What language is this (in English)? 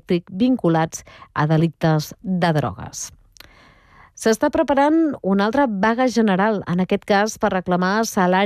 Catalan